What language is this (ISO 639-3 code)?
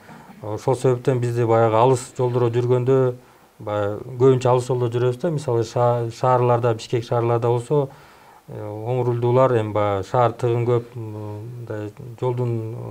kir